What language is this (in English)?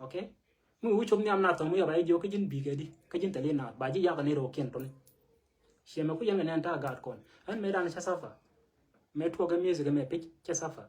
Nuer